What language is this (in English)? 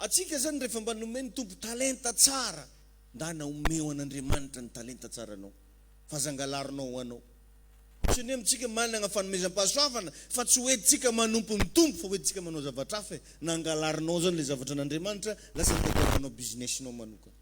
Malagasy